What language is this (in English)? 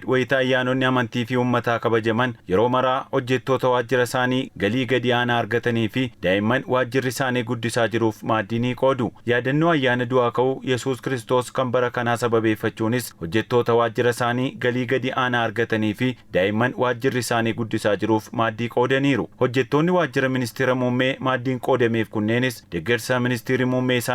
Oromo